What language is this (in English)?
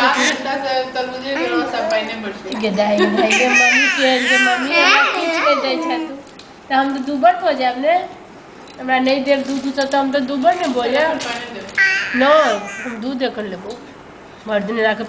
Maithili